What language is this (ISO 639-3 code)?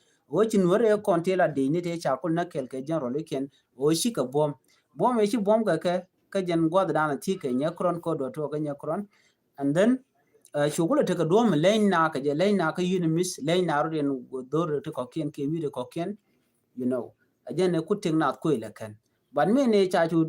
nus